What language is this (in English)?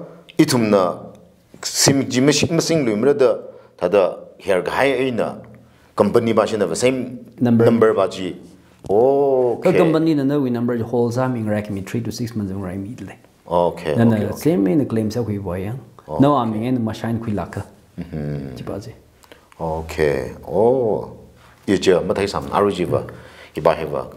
Tangkhul Naga (India)